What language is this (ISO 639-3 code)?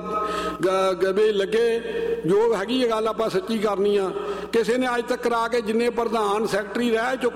pan